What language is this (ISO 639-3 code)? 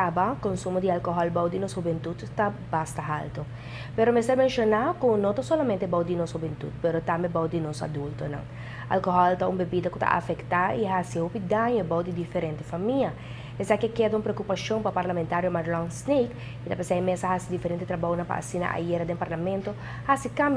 pap